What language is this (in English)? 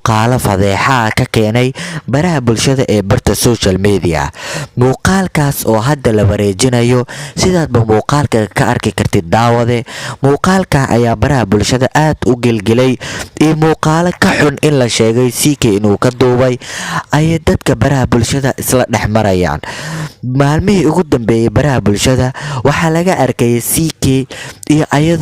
Somali